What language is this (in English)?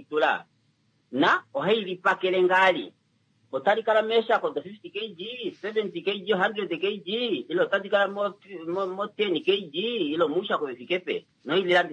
Kuanyama